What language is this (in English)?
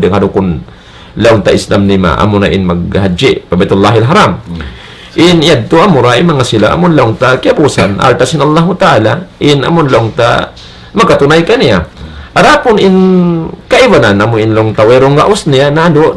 Tausug